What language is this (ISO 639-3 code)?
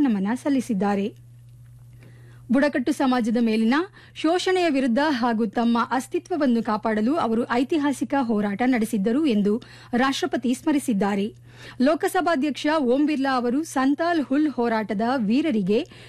kan